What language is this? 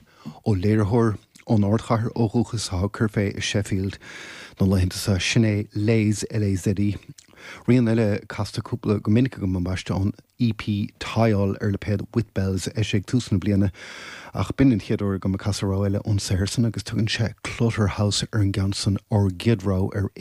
Irish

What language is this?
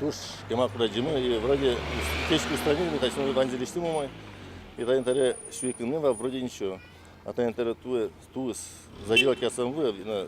Udmurt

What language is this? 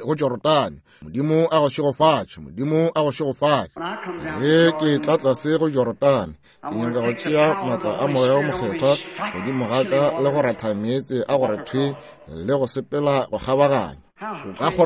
Northern Sotho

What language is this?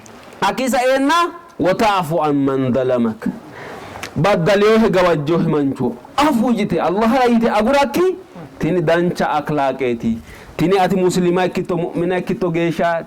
Sidamo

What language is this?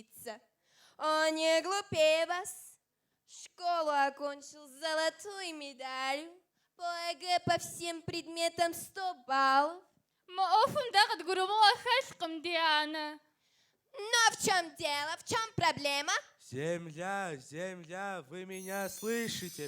Kabardian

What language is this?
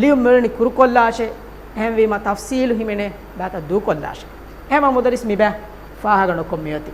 Divehi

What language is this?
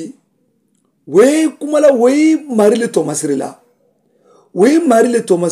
Mandingo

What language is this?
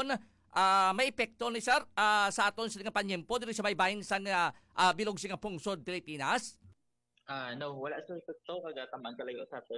Hiligaynon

